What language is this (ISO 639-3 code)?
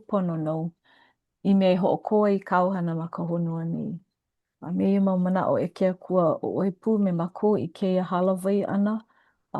haw